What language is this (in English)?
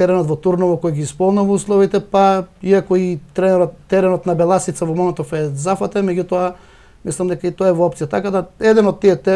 Macedonian